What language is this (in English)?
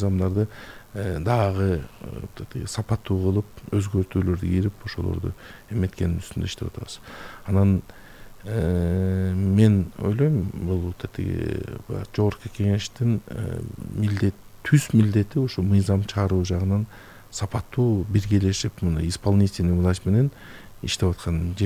Kyrgyz